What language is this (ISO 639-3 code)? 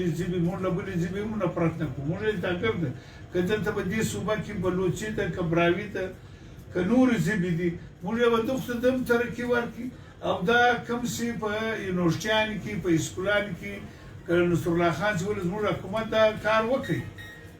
pus